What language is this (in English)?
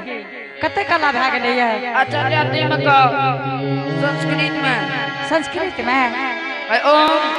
Angika